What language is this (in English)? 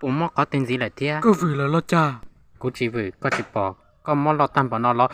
Hmong